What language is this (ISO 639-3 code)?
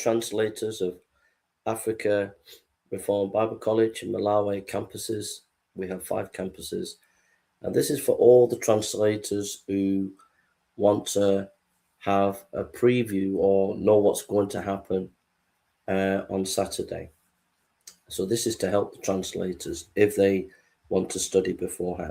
eng